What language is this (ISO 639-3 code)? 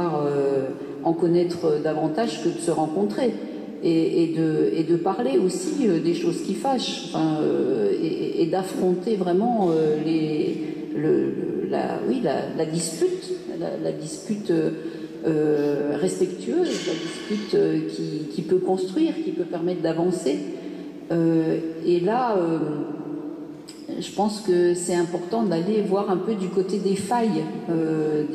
fra